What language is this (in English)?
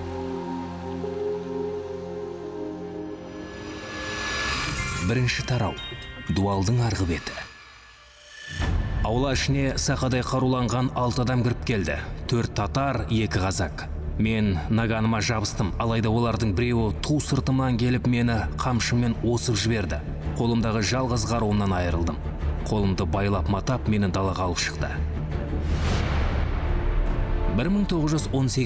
Kazakh